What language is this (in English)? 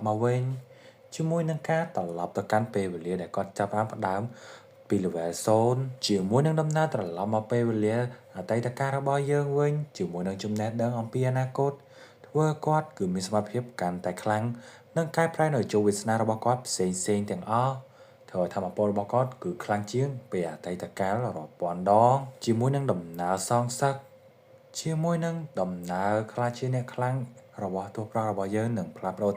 Khmer